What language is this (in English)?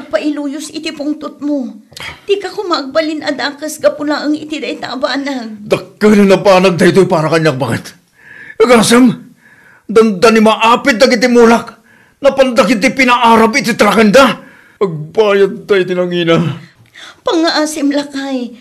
Iloko